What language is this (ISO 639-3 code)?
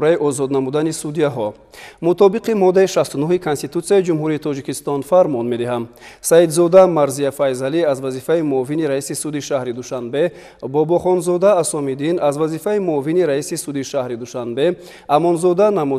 tgk